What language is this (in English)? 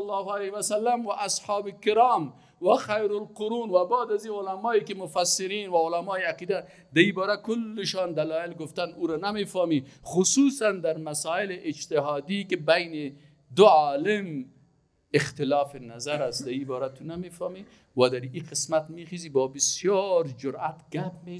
Persian